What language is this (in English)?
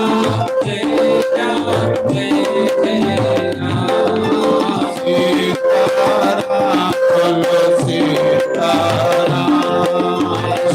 Dogri